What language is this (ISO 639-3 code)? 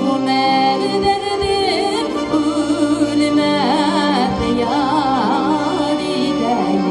bak